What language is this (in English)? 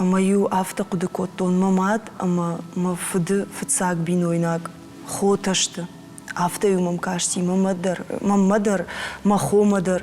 Ossetic